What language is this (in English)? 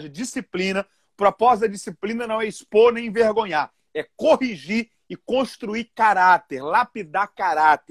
Portuguese